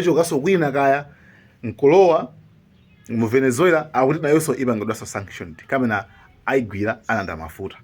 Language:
Nyanja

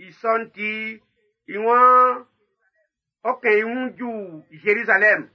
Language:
Baoulé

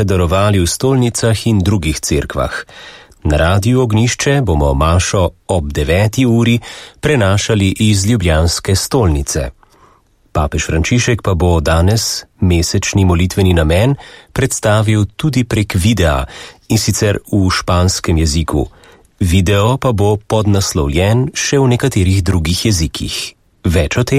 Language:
Slovenian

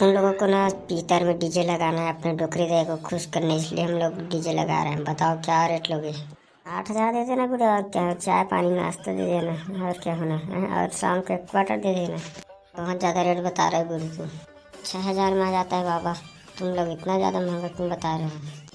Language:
Chhattisgarhi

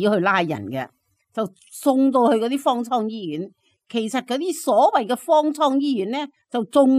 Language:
Cantonese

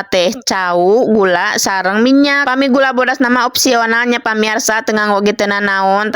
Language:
Sundanese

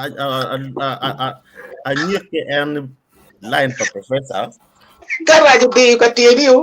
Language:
Acoli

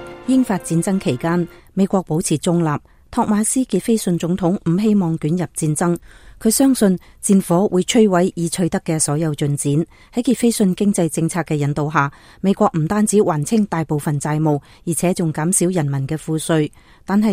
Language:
Cantonese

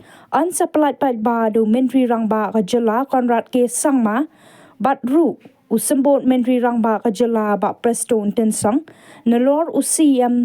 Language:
Khasi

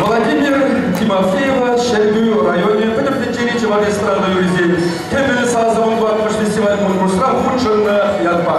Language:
Chuvash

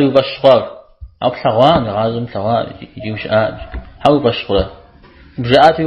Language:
Kabardian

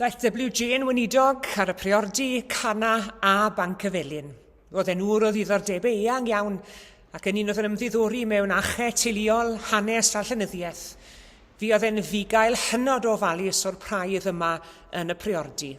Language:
Welsh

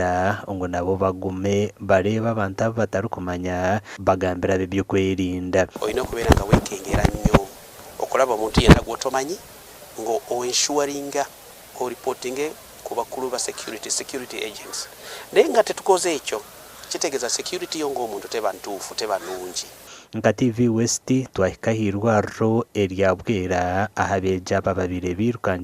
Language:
Nyankole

